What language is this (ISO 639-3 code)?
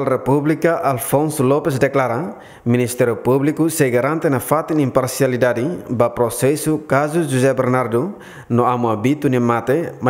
tet